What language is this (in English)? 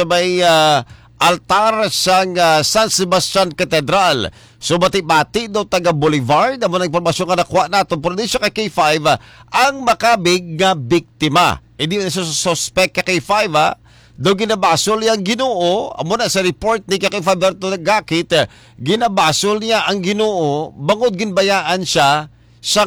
Hiligaynon